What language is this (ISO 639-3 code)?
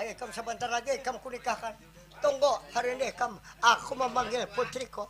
bjn